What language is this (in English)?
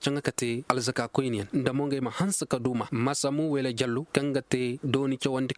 Koyraboro Senni